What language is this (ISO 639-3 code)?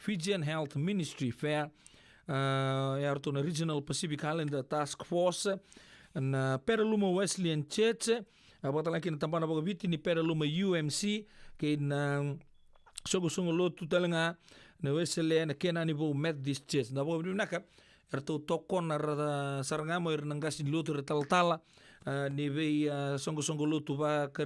fij